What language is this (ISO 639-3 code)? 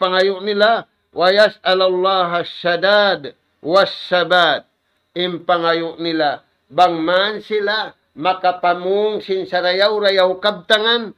tsg